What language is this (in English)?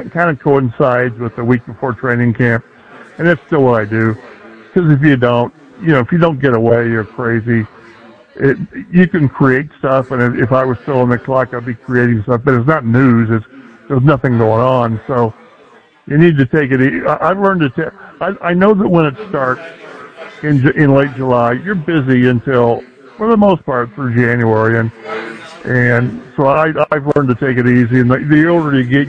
English